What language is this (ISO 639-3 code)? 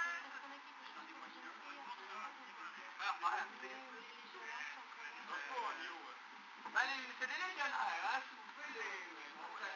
fra